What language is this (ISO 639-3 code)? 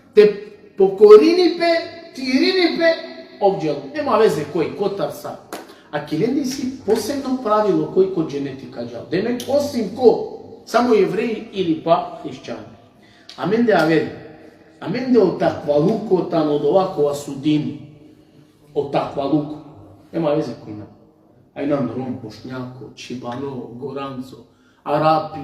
rmn